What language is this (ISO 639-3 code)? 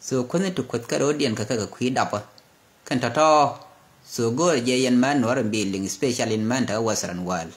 nus